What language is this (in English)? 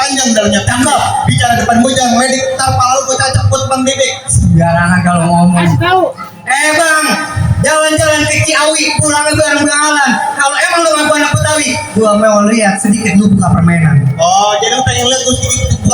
Betawi